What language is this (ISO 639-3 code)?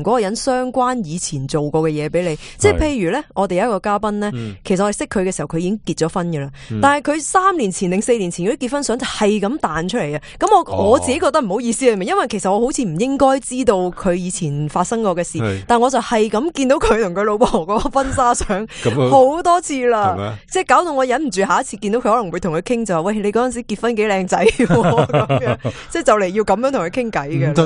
yue